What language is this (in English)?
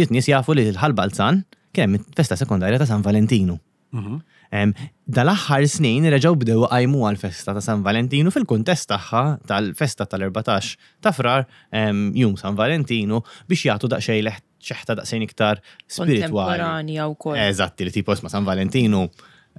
Maltese